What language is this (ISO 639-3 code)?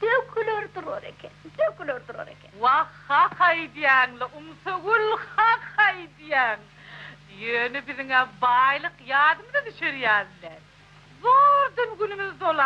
tuk